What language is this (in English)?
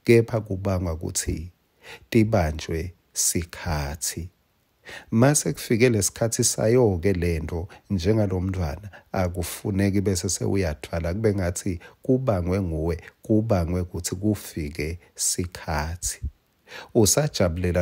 Swati